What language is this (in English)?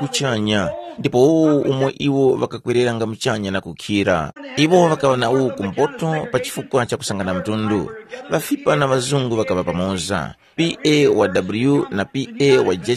Tumbuka